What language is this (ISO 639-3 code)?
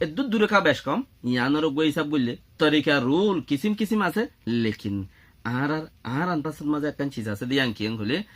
rhg